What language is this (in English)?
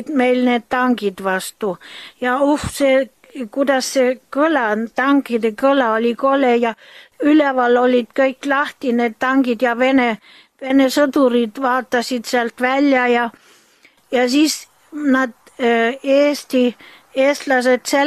Estonian